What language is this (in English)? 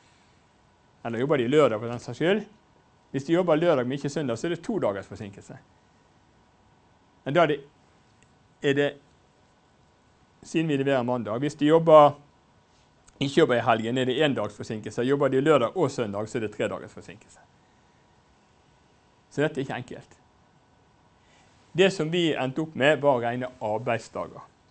Norwegian